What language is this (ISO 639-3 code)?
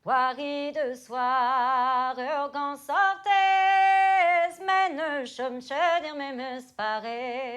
bre